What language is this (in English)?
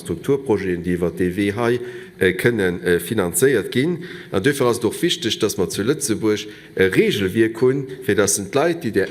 Luxembourgish